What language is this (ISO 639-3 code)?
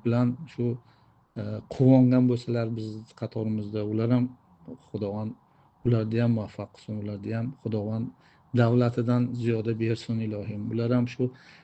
uzb